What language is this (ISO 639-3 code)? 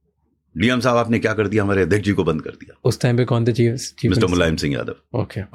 hin